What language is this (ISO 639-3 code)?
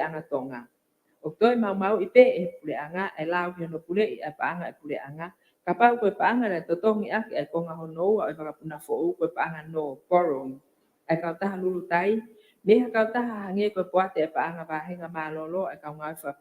ton